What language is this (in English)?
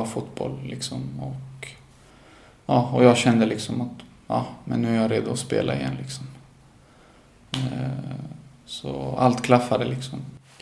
Swedish